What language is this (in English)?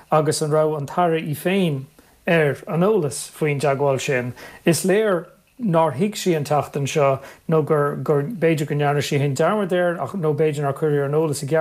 Irish